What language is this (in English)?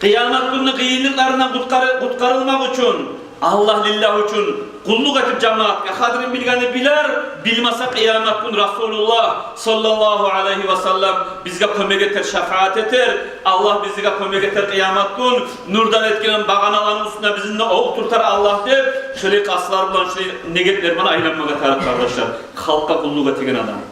Kumyk